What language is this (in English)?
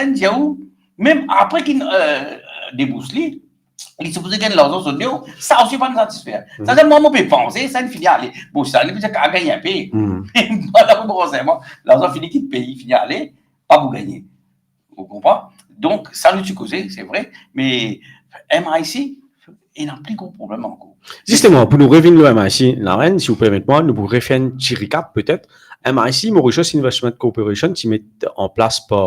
Morisyen